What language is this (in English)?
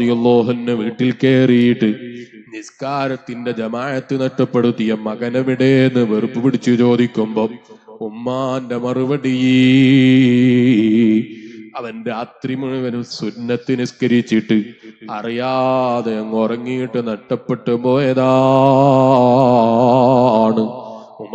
Malayalam